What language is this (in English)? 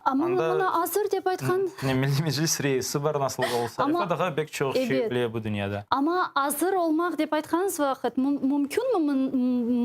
Crimean Tatar